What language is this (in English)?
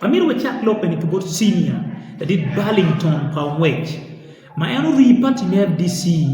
Acoli